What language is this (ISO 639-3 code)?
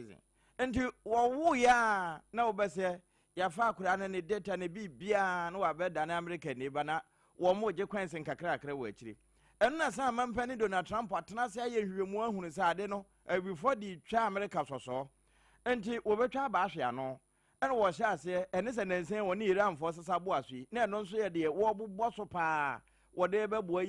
aka